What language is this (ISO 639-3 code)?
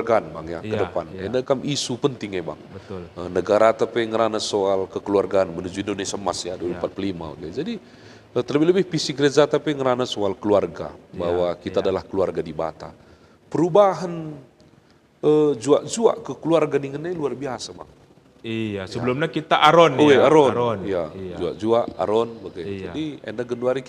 btx